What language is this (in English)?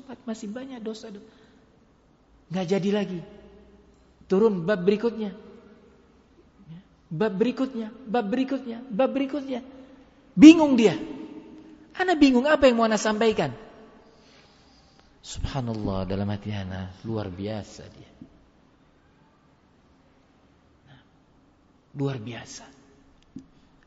Indonesian